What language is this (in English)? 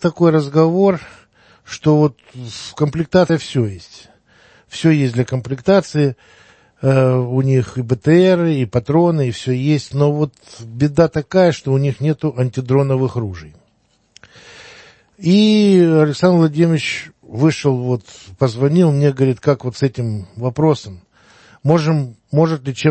Russian